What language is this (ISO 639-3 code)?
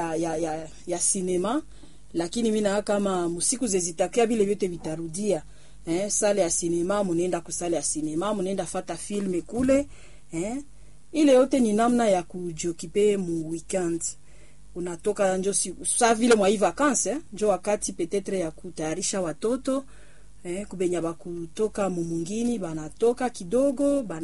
swa